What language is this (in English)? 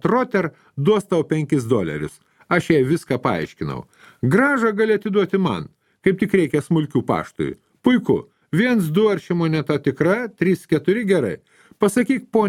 Lithuanian